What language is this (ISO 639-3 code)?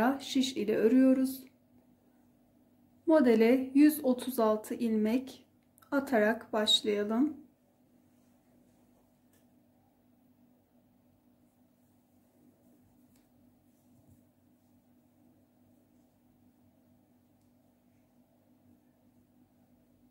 tur